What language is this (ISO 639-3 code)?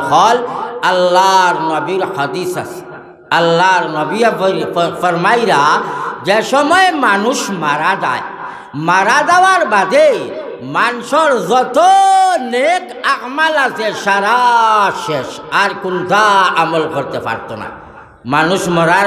syl